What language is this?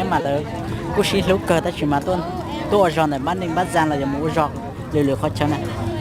Hmong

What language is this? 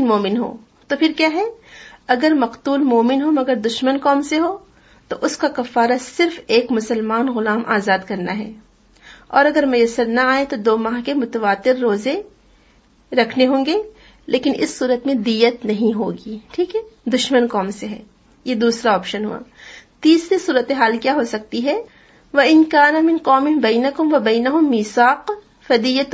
Urdu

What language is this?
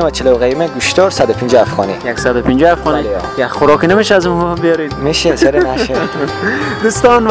Persian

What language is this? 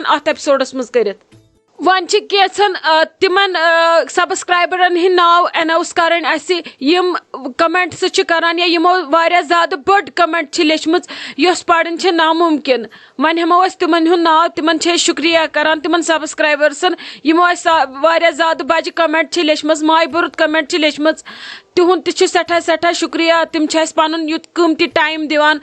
Kashmiri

